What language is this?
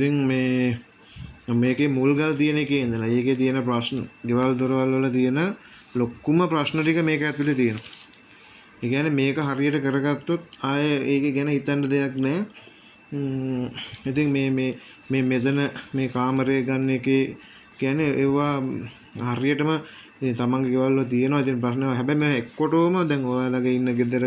Sinhala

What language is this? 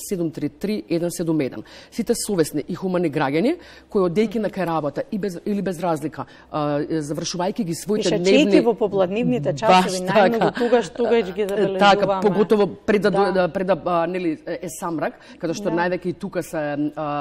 Macedonian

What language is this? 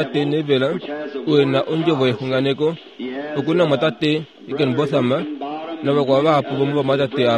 Kuanyama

